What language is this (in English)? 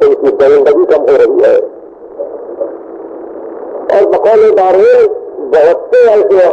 Urdu